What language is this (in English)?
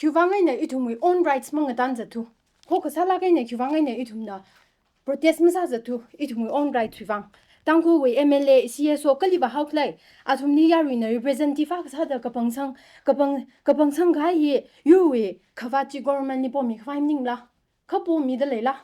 Tangkhul Naga (India)